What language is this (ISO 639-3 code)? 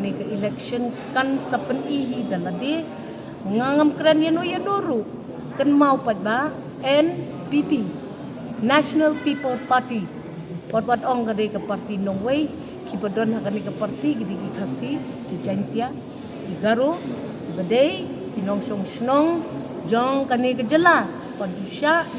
kha